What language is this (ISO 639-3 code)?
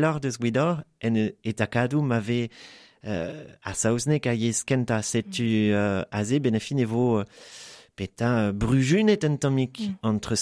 bre